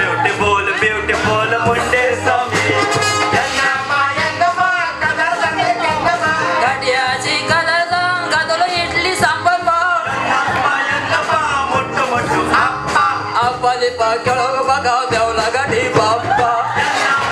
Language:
Konkani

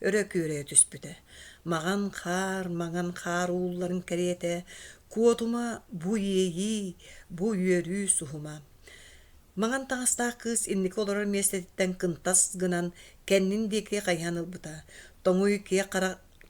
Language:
Yakut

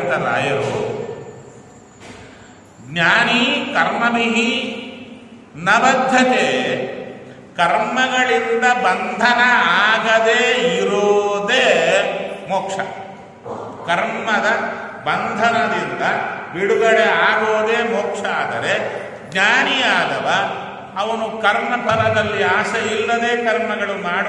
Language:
Kannada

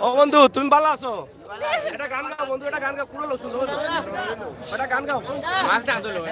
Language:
Sylheti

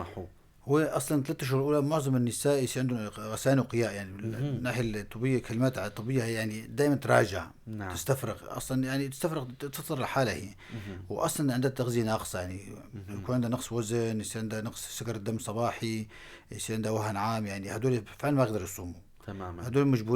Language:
North Levantine Arabic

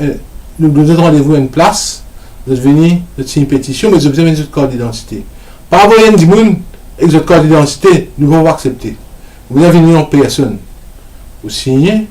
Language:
Morisyen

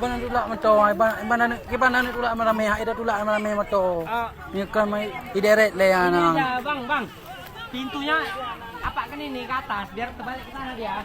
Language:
Achinese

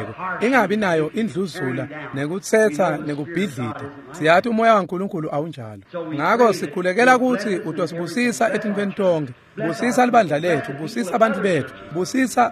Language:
Swati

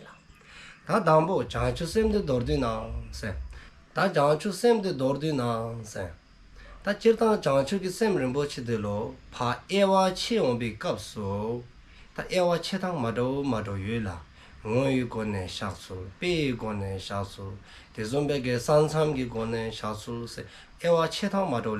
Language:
Dzongkha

